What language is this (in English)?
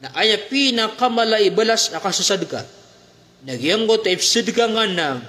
Maranao